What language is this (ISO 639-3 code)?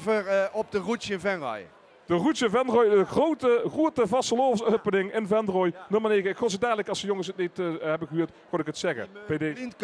lim